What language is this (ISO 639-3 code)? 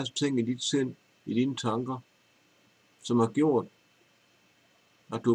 dan